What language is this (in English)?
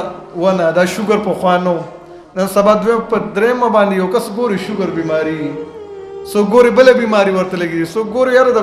Pashto